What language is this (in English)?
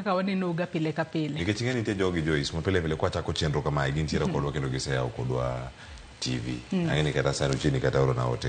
Luo (Kenya and Tanzania)